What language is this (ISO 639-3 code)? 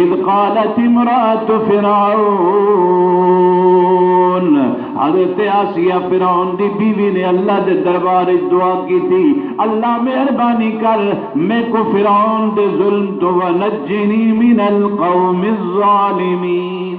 skr